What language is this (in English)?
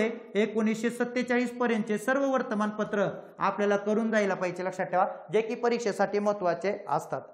Marathi